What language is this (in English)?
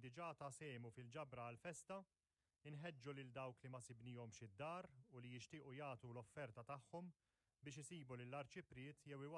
Maltese